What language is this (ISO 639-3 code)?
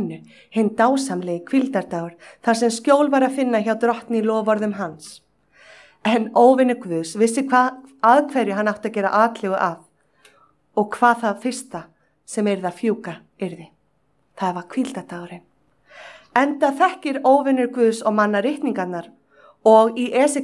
isl